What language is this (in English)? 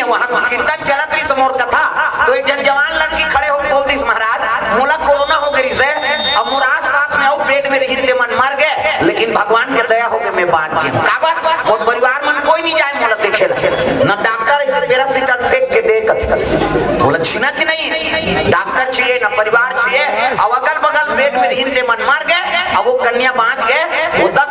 Chhattisgarhi